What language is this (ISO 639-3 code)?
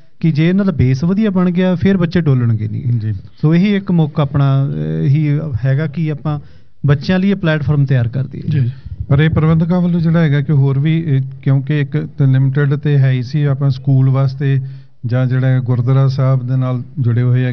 pan